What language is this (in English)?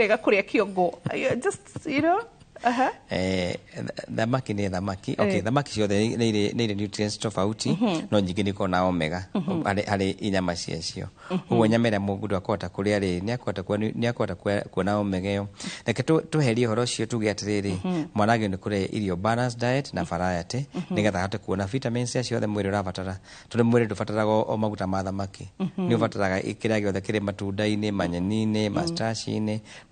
Kikuyu